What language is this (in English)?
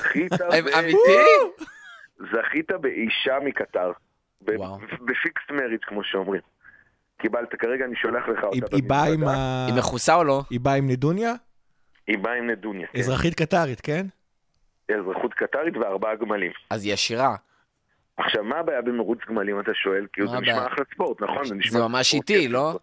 Hebrew